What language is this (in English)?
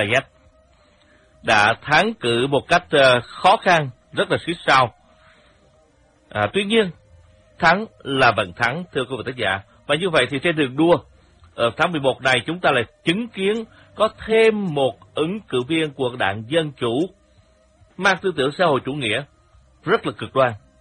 Vietnamese